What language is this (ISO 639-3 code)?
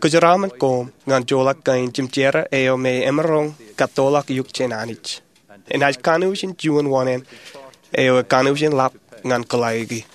mah